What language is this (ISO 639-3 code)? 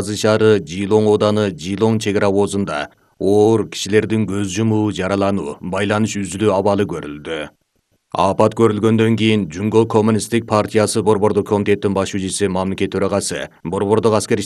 kir